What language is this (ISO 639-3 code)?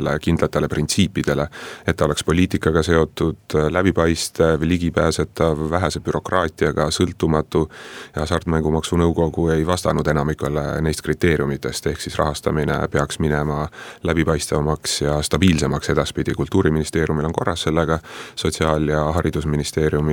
est